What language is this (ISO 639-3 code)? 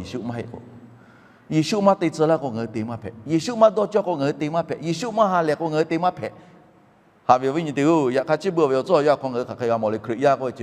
lhu